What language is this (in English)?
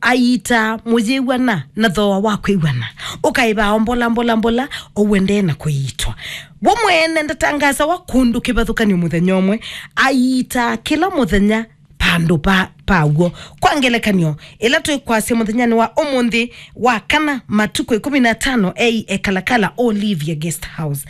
Kamba